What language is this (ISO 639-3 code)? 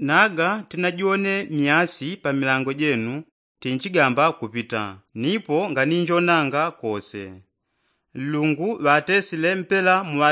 yao